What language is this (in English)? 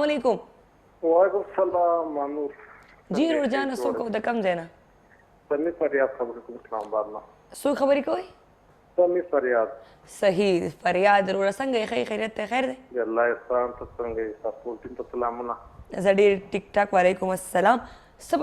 Pashto